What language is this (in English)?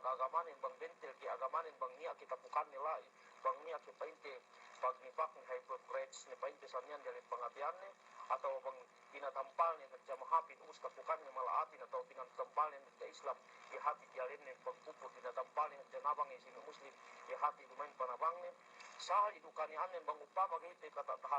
Yakan